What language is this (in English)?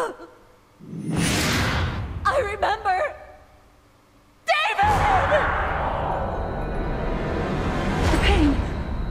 Polish